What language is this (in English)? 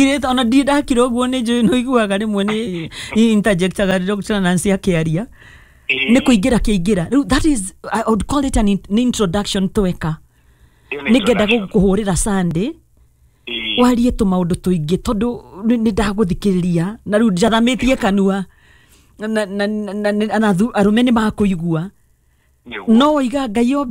Kikuyu